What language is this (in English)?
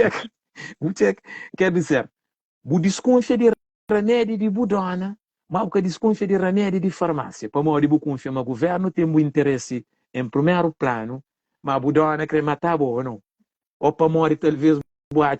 Kabuverdianu